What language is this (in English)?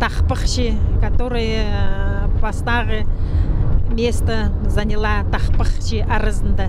Khakas